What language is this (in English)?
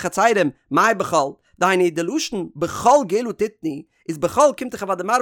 Yiddish